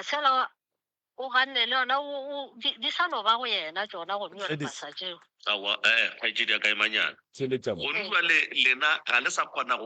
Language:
Northern Sotho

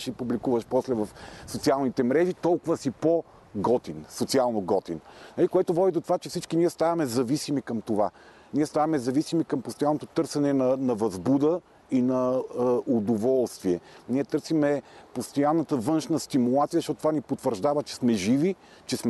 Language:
Bulgarian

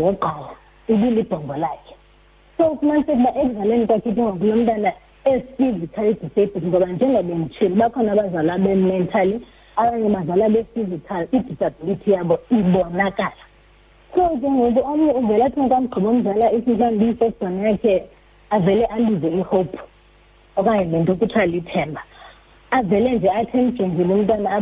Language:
Xhosa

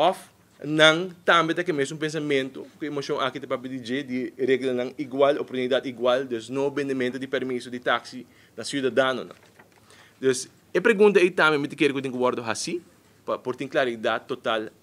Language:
Papiamento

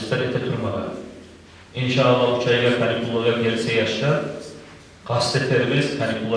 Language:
Kumyk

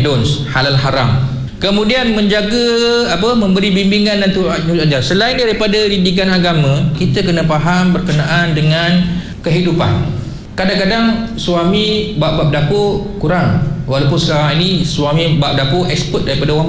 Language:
Malay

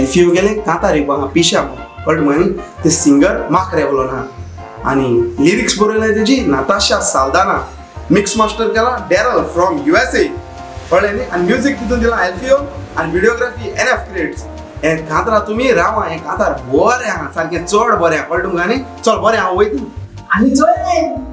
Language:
Konkani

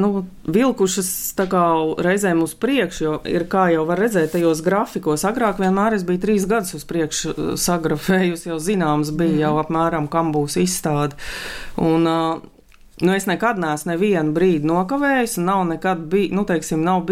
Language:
Latvian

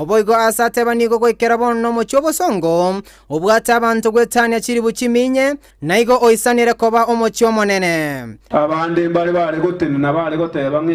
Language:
Gusii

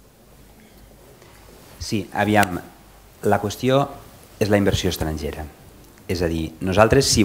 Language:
Catalan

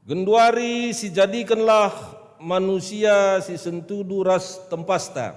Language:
Batak Karo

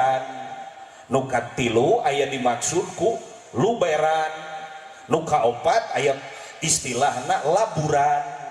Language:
Sundanese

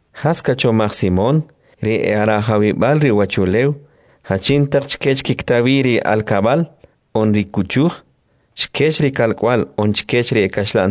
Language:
Kʼicheʼ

